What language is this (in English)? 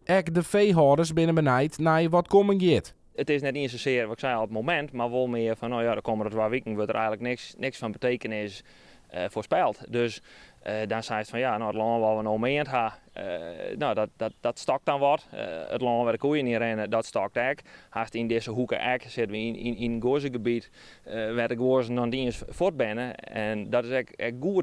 Western Frisian